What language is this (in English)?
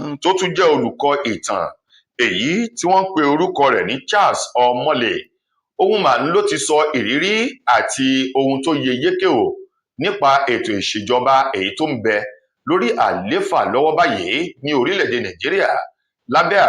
Yoruba